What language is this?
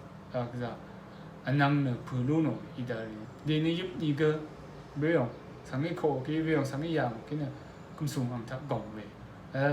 Rawang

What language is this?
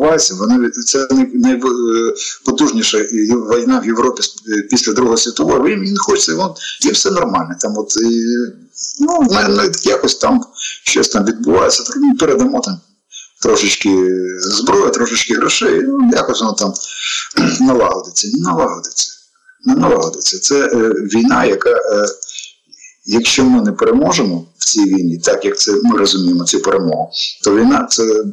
Ukrainian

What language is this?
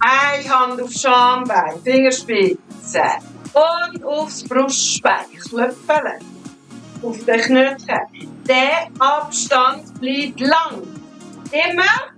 Swiss German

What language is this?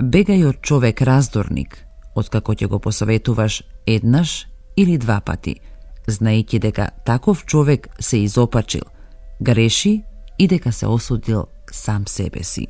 Macedonian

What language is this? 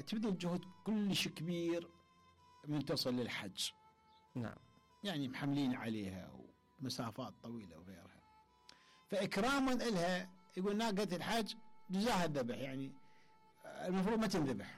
Mesopotamian Arabic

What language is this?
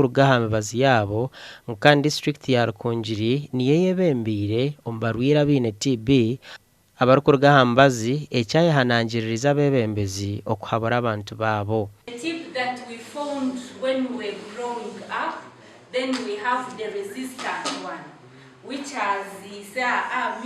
Nyankole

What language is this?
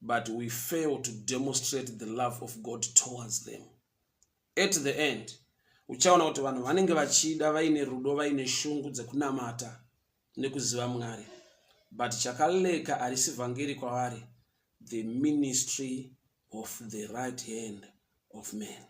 Shona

